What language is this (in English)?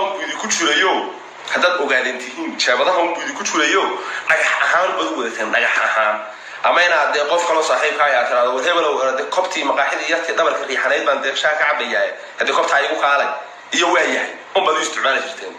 Somali